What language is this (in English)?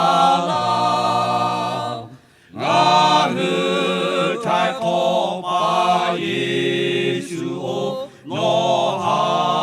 Lahu